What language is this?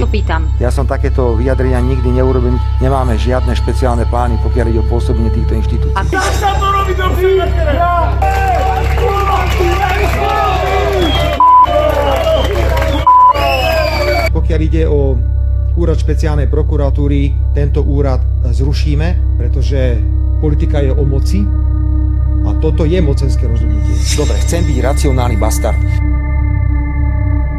Slovak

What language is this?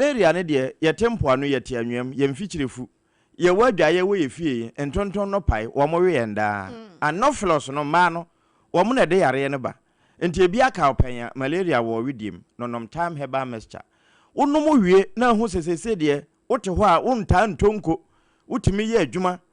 Akan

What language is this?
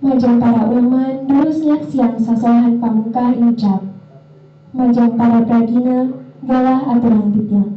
Balinese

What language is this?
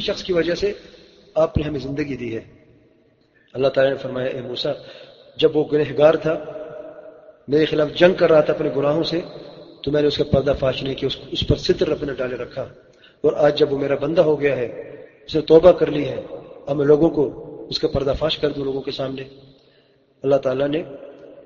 Urdu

